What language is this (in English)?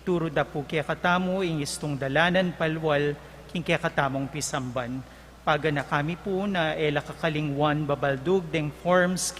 Pampanga